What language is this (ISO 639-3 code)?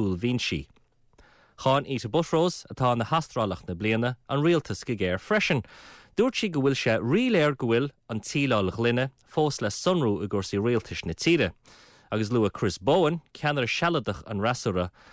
gle